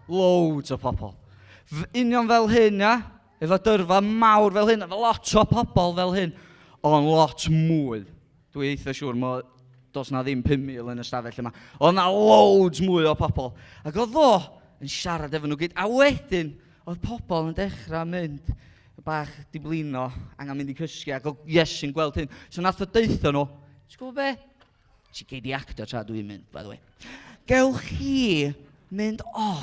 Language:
Welsh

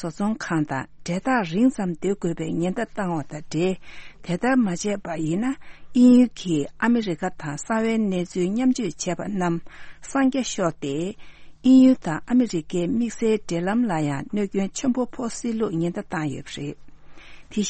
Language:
Tibetan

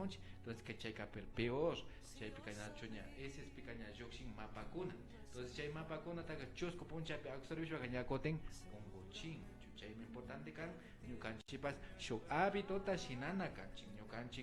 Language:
Imbabura Highland Quichua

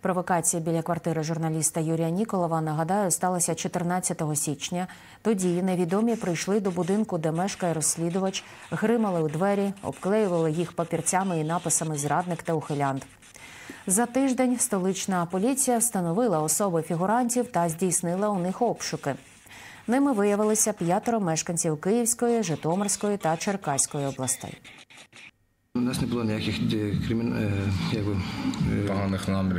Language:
Ukrainian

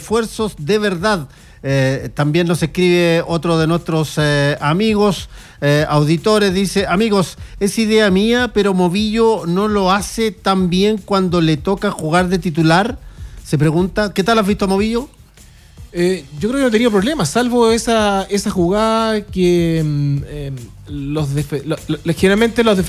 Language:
Spanish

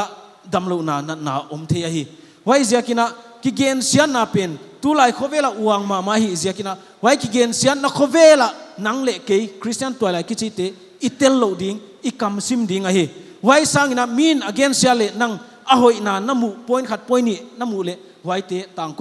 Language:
Paite Chin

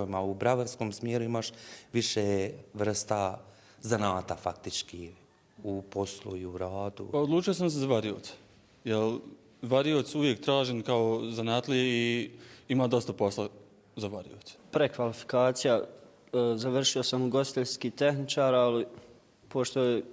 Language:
Bosnian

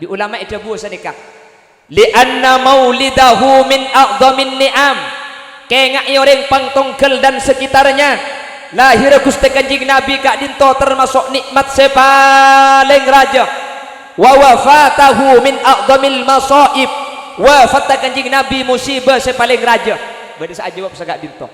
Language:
Madurese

